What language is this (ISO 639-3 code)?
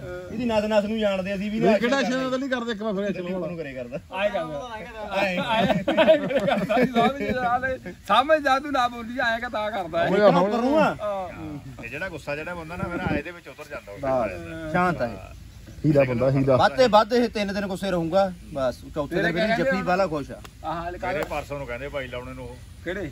pan